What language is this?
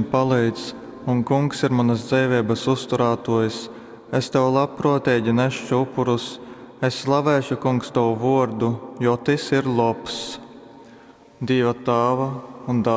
Latgalian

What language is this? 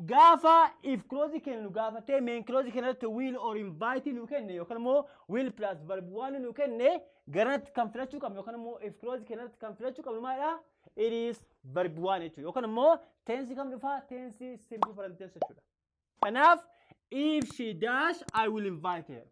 Oromo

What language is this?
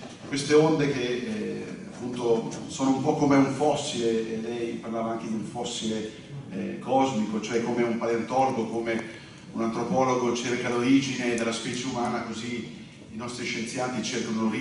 Italian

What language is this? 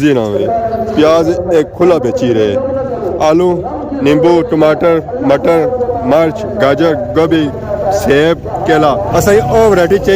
Pahari-Potwari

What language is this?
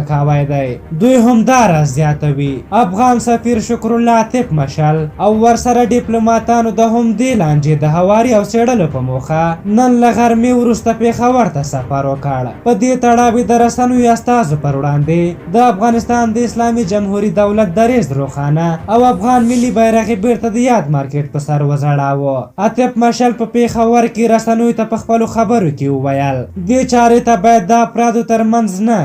Pashto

